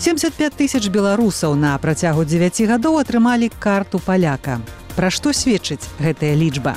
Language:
Belarusian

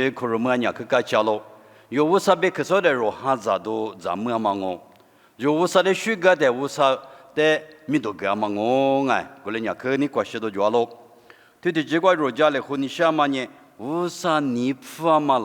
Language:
Lisu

